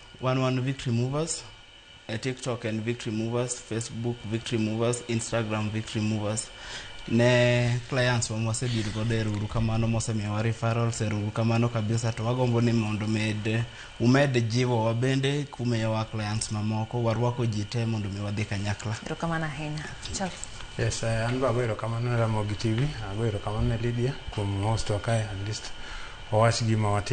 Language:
Luo (Kenya and Tanzania)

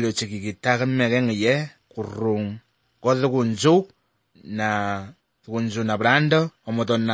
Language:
Slovenian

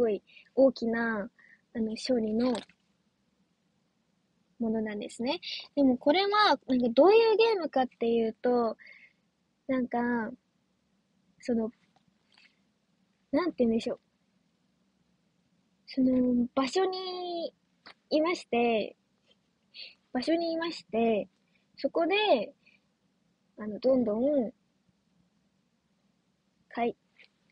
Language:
Japanese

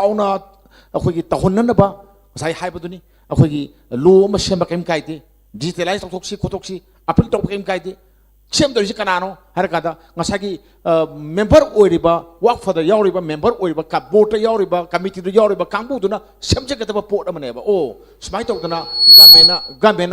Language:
Manipuri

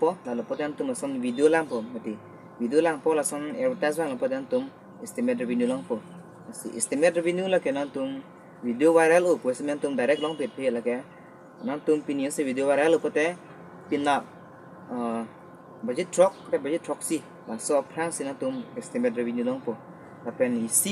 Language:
Karbi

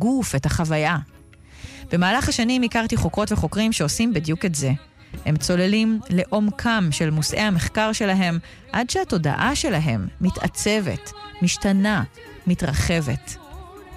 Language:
Hebrew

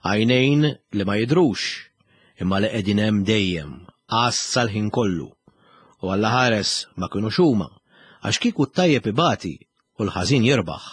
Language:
Maltese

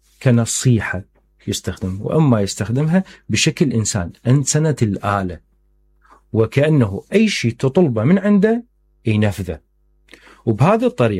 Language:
Mesopotamian Arabic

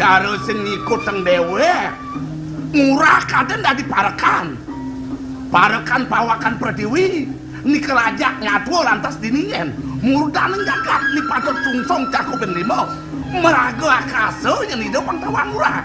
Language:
Balinese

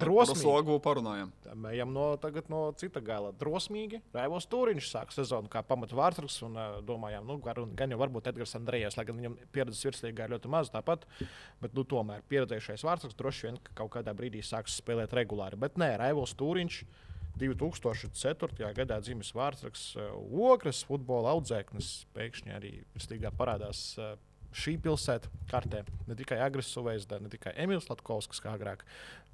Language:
Latvian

